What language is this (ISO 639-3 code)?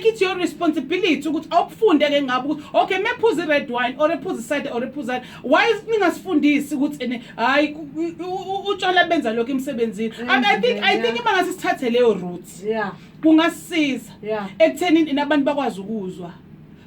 zul